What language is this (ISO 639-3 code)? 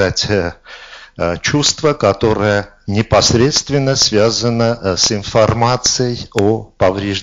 rus